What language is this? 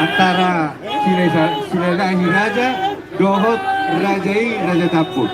Batak Toba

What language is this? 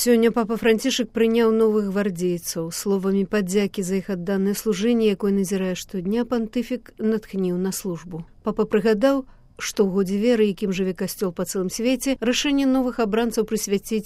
Belarusian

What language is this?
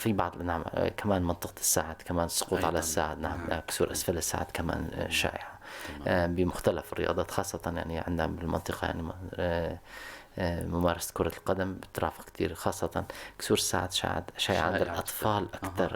North Levantine Arabic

